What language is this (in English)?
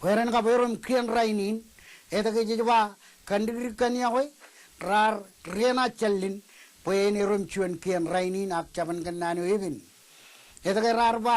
Marshallese